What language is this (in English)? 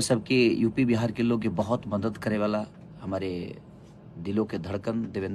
Bhojpuri